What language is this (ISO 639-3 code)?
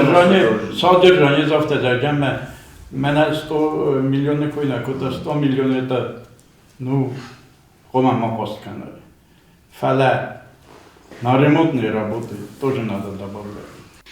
oss